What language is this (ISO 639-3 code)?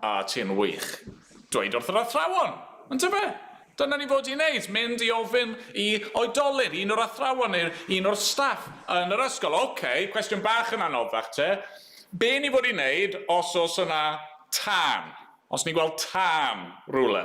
cym